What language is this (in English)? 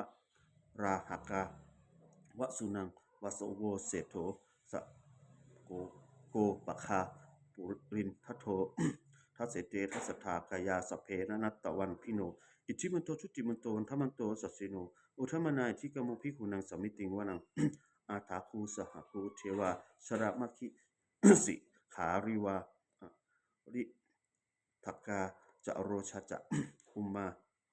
Pali